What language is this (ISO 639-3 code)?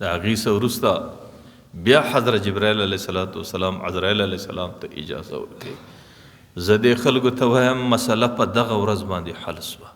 pus